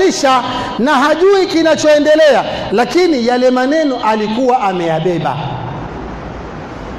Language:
Swahili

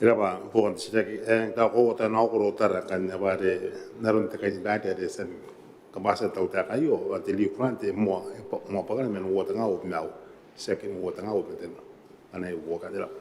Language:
Gilbertese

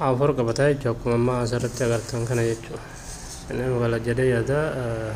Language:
Oromo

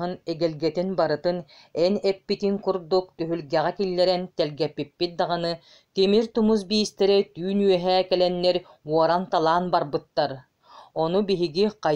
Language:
Yakut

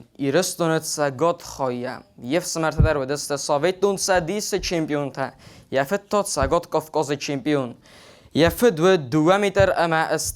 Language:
Ossetic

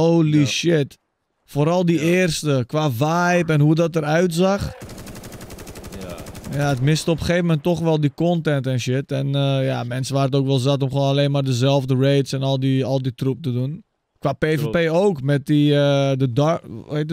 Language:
Dutch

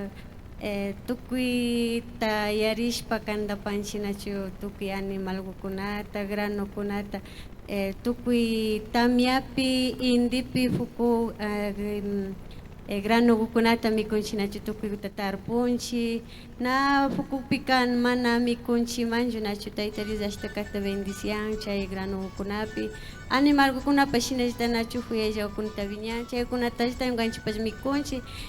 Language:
Imbabura Highland Quichua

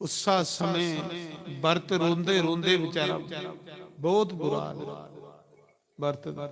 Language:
Dogri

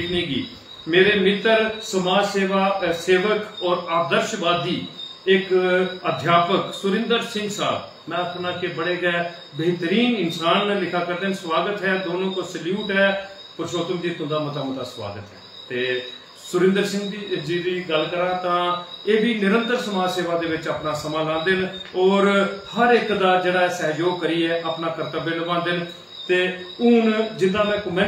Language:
Dogri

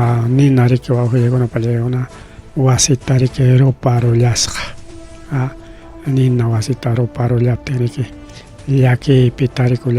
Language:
Ayacucho Quechua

